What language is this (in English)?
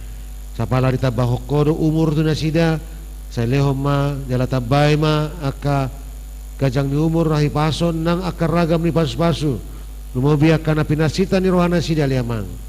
Batak Toba